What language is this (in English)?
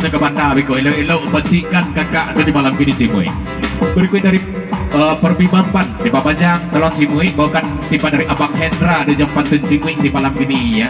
Minangkabau